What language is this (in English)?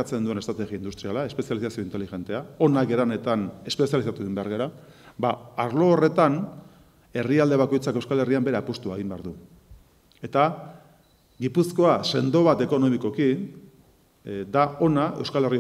Basque